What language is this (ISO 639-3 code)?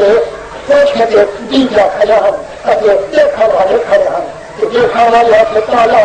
skr